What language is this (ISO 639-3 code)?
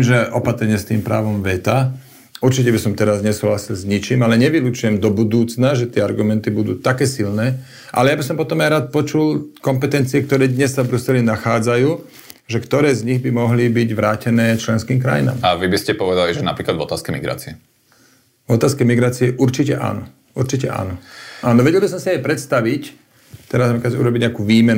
slk